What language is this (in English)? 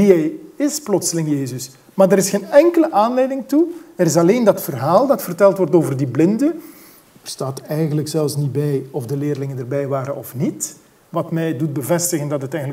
Dutch